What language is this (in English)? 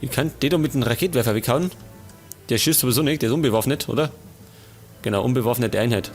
Bavarian